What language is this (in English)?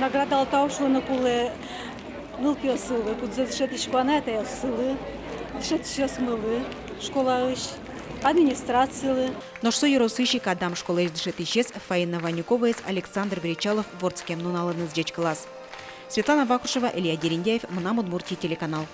Udmurt